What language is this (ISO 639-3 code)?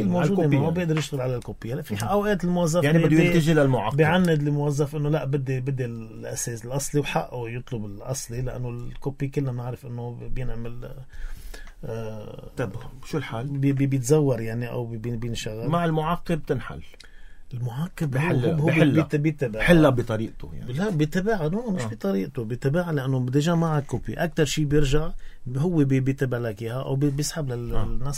apc